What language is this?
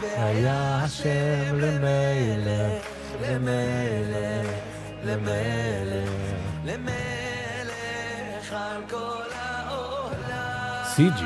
Yiddish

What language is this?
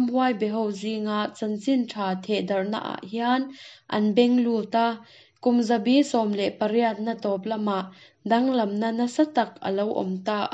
Mizo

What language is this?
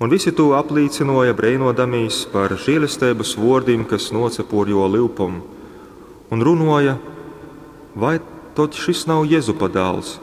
Latgalian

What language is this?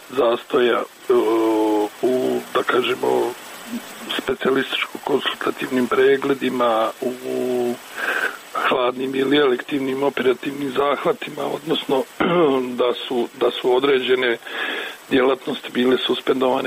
Bosnian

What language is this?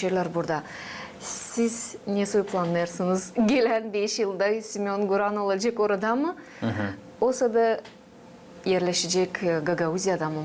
Gagauz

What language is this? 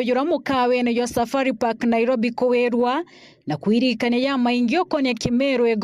Meru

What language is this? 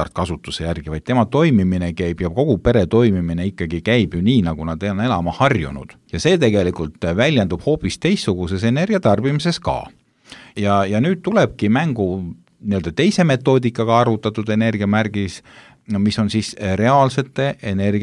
Estonian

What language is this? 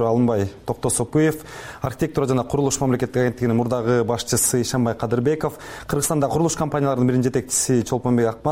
Kyrgyz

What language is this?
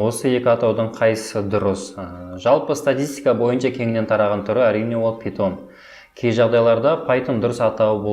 Kazakh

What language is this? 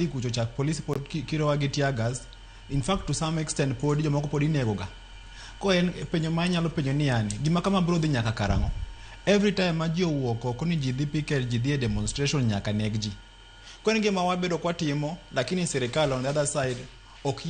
Luo (Kenya and Tanzania)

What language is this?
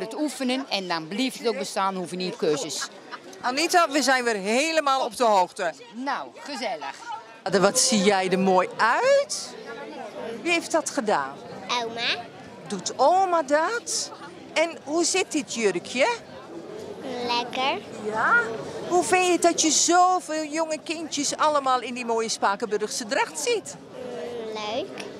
Dutch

